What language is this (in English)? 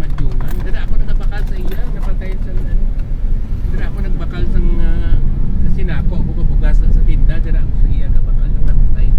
Hiligaynon